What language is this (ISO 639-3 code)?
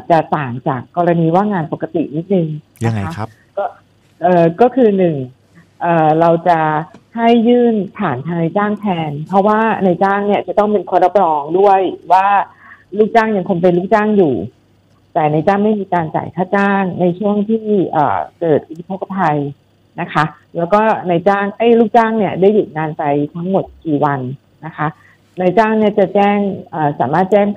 tha